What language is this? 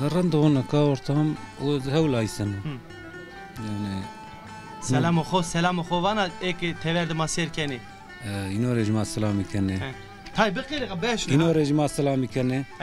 Zaza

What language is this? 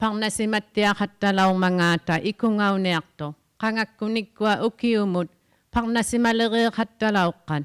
Inuktitut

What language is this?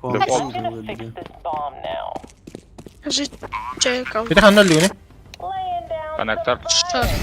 Yakut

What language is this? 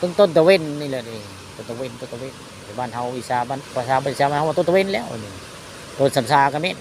Northeastern Thai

